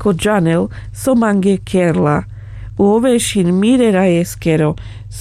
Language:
Carpathian Romani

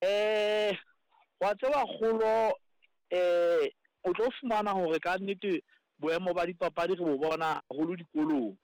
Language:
Southern Sotho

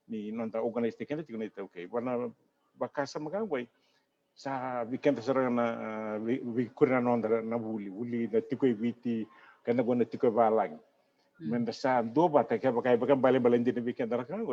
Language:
Fijian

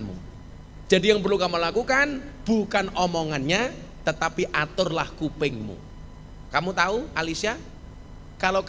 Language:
Indonesian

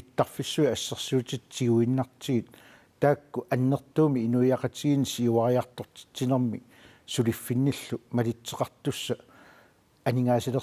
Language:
Kalaallisut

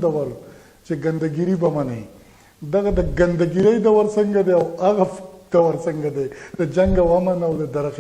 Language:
Pashto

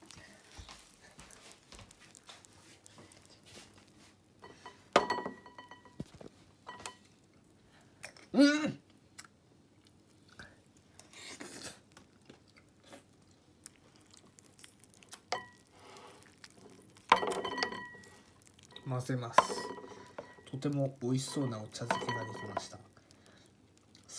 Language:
Japanese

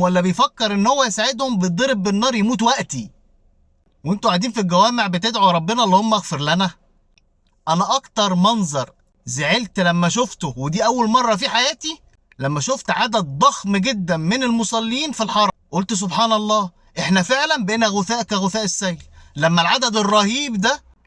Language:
Egyptian Arabic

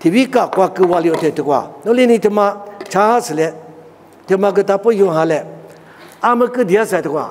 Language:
Lisu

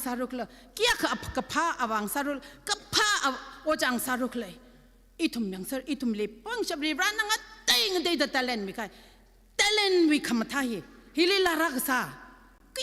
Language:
Tangkhul Naga (India)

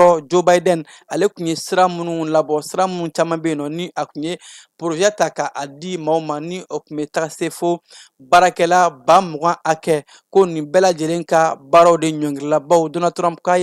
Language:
Bambara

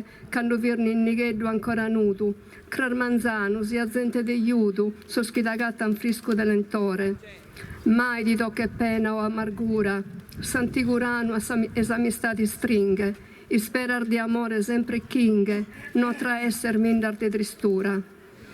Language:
Sardinian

